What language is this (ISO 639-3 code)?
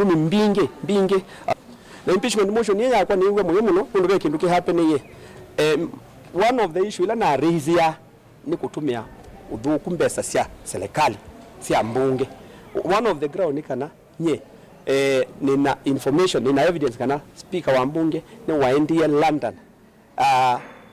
kam